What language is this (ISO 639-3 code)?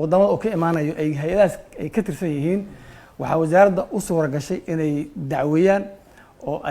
som